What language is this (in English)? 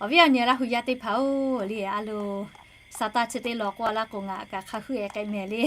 Lahu